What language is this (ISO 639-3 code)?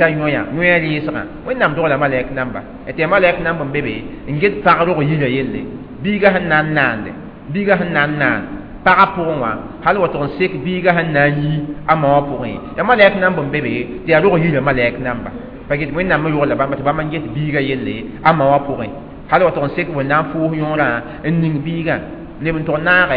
mos